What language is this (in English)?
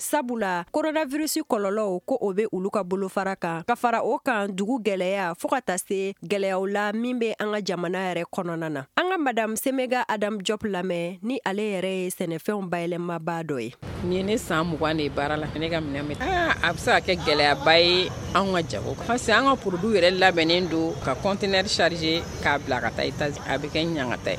Bambara